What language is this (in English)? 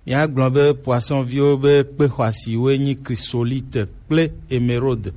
Gen